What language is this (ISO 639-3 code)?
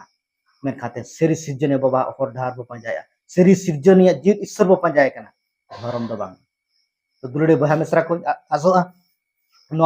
sat